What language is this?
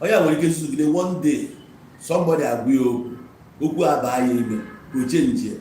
Igbo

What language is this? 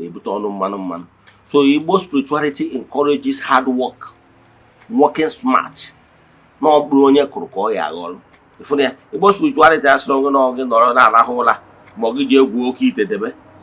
Igbo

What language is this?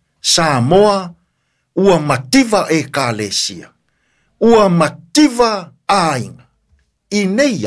Samoan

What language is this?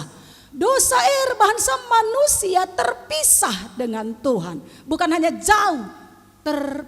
Batak Karo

